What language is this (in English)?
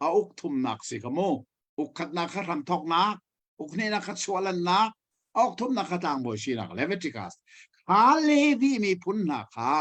Hakha Chin